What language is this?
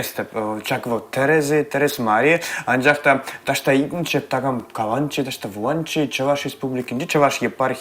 Chuvash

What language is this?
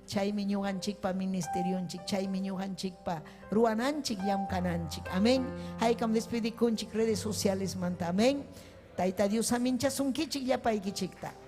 Ayacucho Quechua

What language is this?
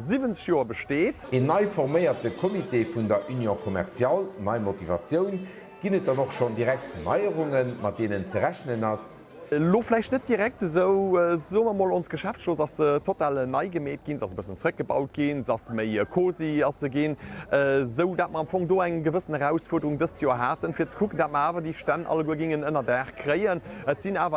Luxembourgish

